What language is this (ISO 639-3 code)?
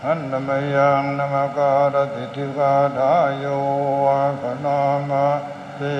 pli